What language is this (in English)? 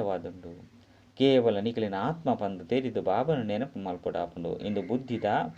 Tulu